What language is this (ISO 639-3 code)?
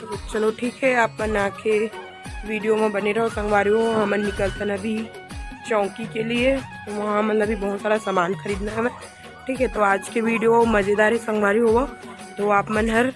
hne